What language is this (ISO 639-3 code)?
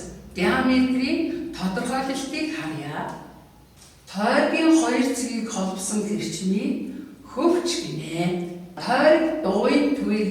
mon